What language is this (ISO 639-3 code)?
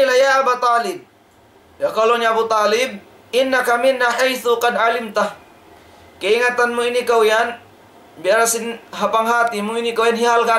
tsg